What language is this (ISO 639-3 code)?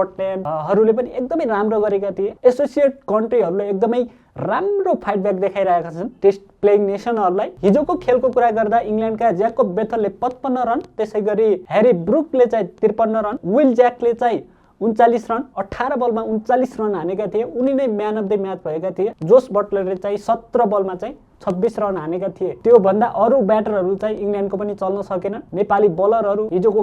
nep